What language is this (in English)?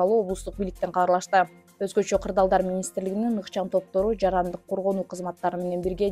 Kyrgyz